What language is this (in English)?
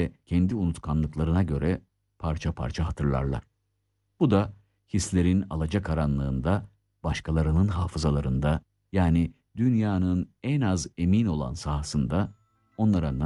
Turkish